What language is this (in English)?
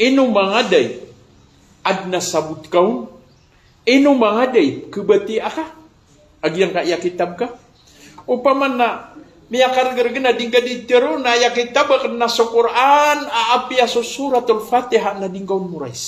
Maranao